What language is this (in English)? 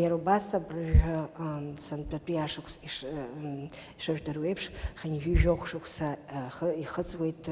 Abkhazian